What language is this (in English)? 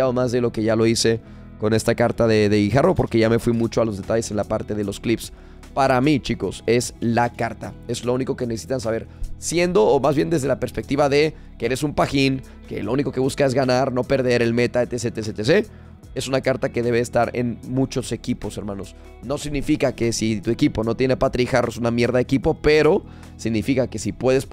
Spanish